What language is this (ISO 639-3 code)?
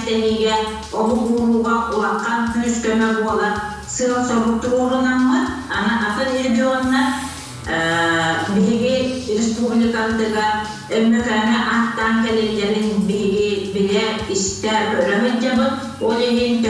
sah